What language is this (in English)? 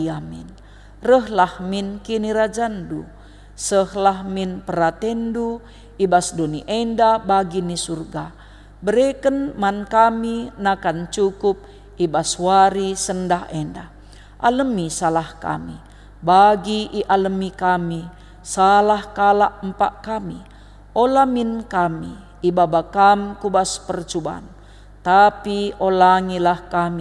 Batak Karo